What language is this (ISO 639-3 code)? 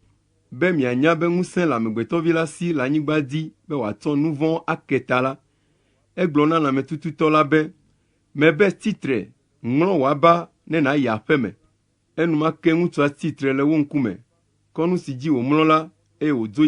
ewe